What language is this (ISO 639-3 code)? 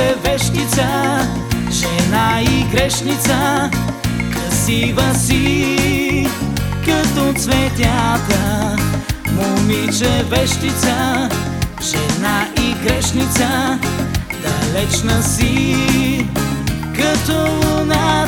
bul